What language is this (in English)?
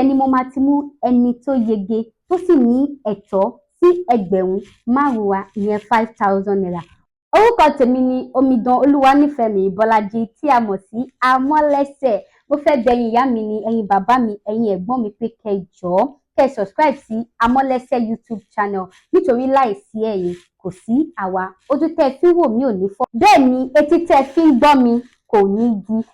Yoruba